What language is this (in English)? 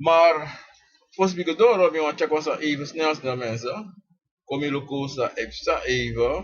Sranan Tongo